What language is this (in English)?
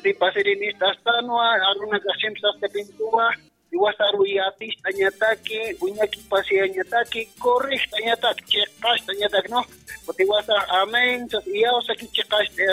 Aymara